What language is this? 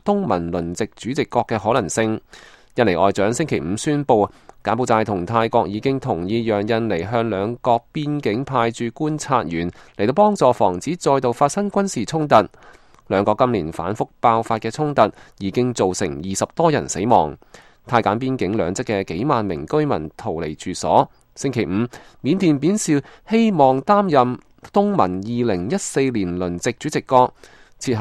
Cantonese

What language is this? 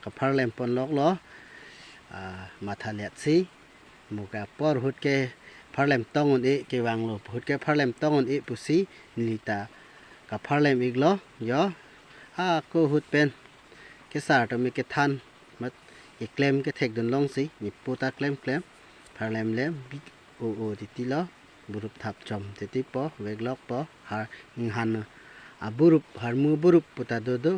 Karbi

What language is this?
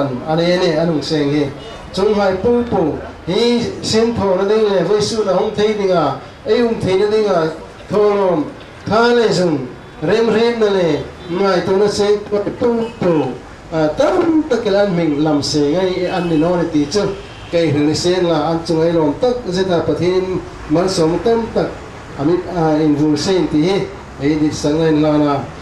Hmar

